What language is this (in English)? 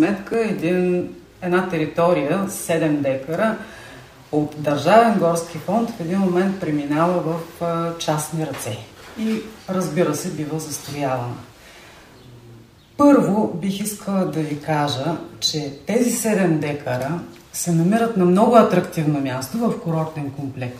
Bulgarian